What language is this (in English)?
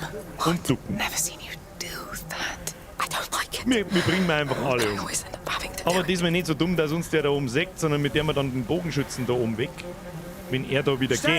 Bavarian